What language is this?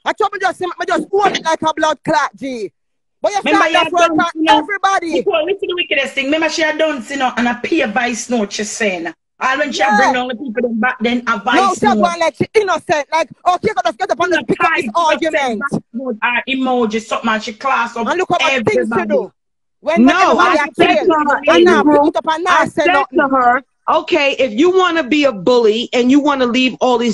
Jamaican Creole English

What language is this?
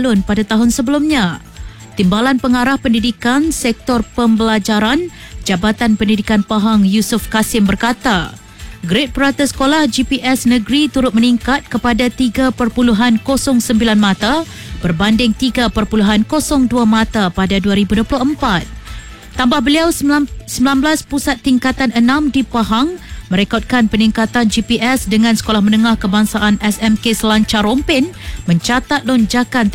Malay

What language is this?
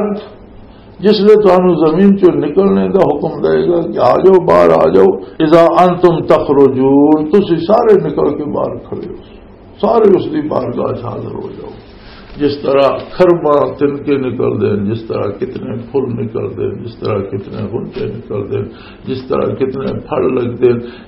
Western Panjabi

